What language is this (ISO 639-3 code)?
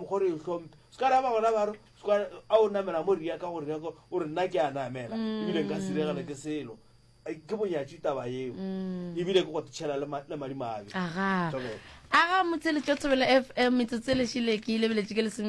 nso